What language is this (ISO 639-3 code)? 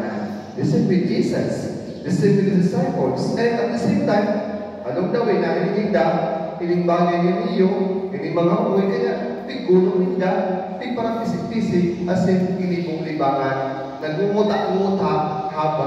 bik